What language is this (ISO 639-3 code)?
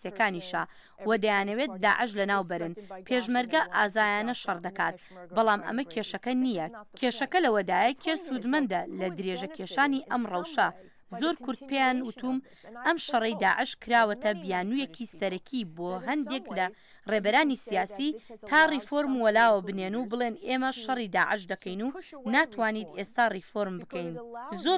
ckb